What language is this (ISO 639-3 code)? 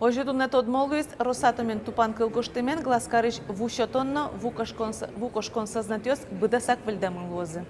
udm